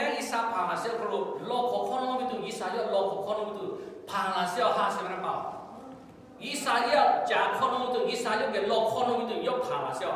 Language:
Lahu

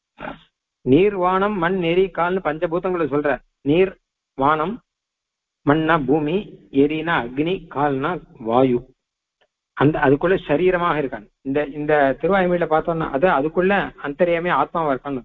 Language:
Tamil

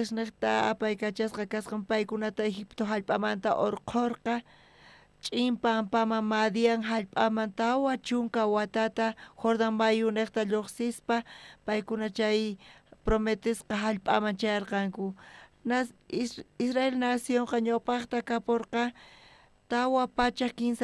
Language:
South Bolivian Quechua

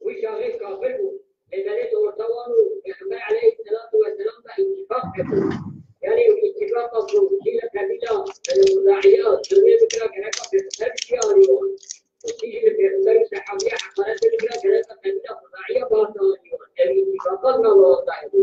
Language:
Kurdish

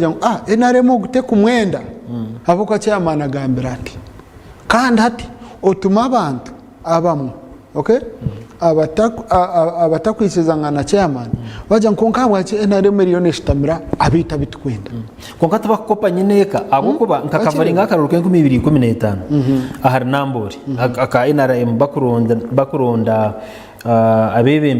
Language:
Nyankole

